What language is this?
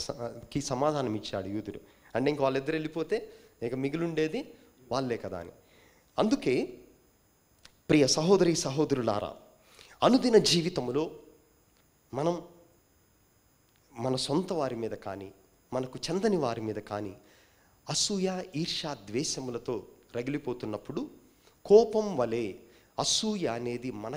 Telugu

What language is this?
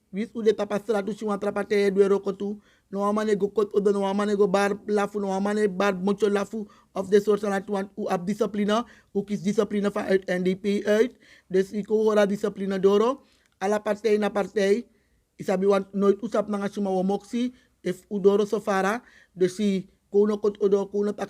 Sranan Tongo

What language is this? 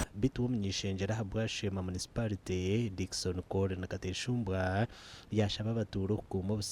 Nyankole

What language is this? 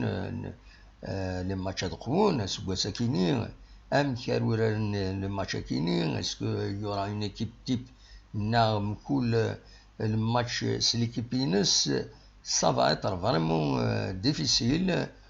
Kabyle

